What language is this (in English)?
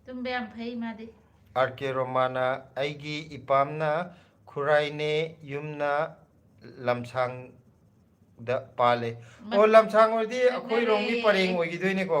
Manipuri